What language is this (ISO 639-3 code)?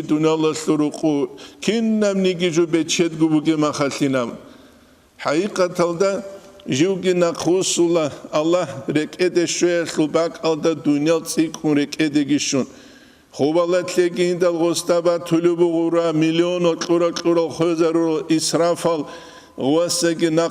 ava